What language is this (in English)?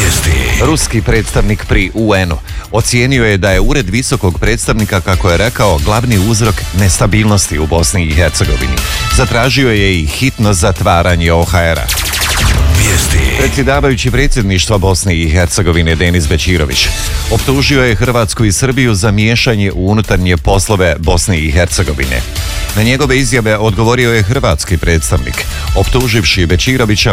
Croatian